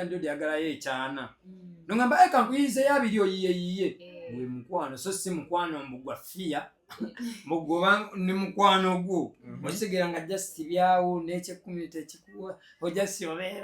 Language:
Ganda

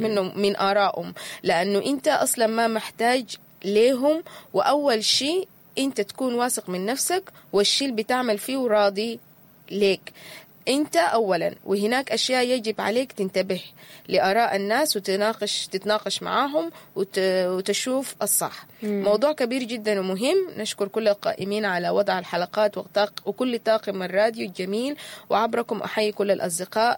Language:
Sudanese Arabic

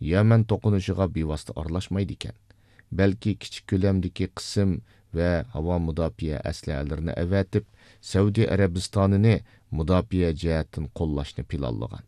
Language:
Uyghur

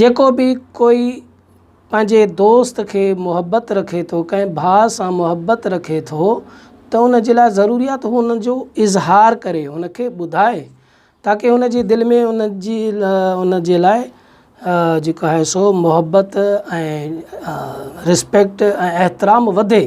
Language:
Sindhi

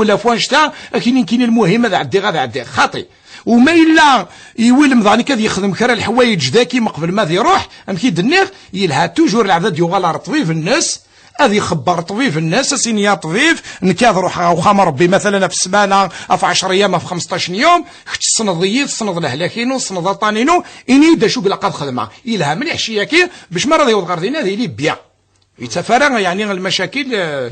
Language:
Kabyle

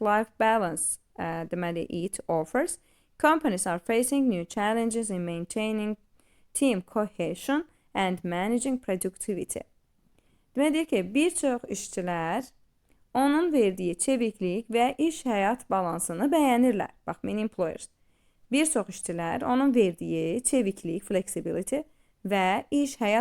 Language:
Azerbaijani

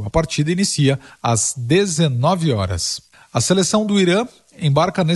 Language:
Portuguese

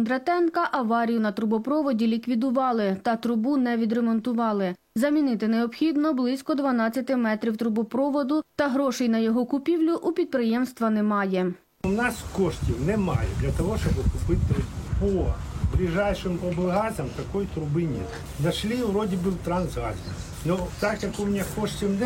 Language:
Ukrainian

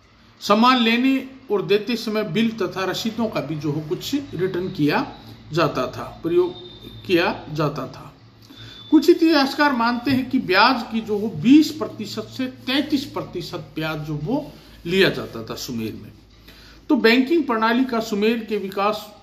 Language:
Hindi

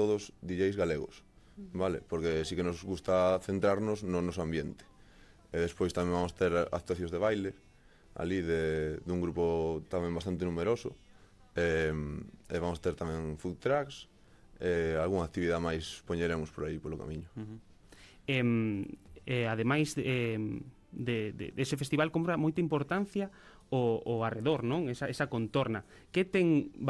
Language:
Galician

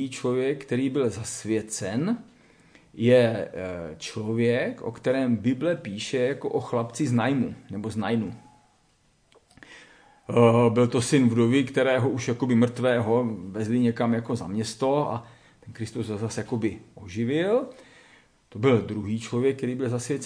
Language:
Czech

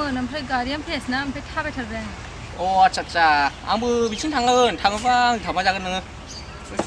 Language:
Bodo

